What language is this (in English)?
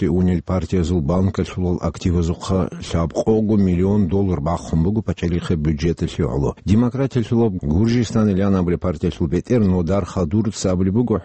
Avaric